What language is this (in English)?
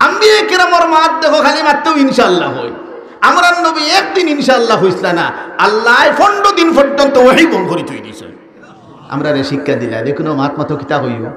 Sylheti